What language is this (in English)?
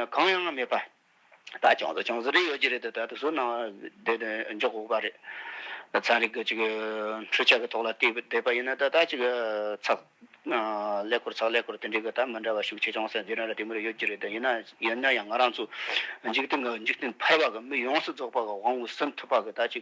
Tibetan